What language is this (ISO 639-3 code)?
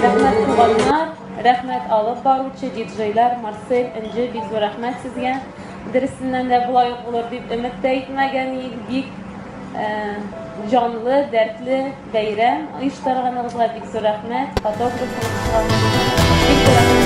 tat